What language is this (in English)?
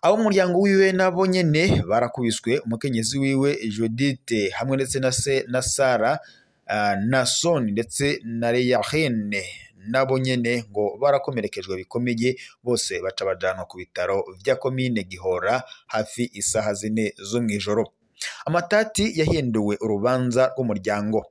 Rundi